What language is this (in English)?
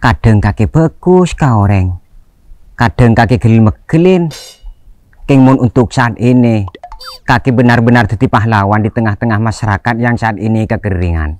Madurese